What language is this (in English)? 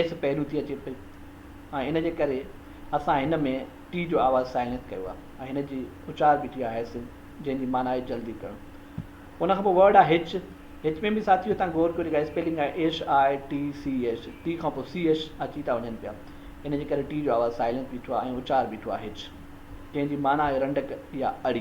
Sindhi